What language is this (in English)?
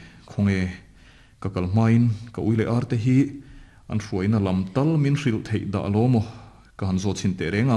Mizo